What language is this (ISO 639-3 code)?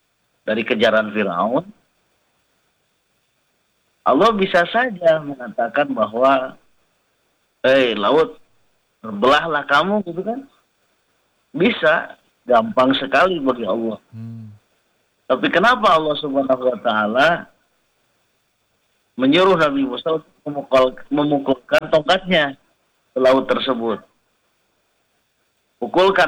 ind